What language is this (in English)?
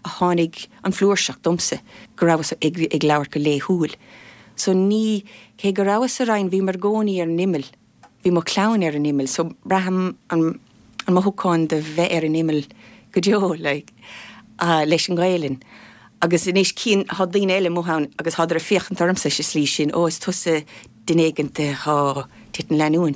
Irish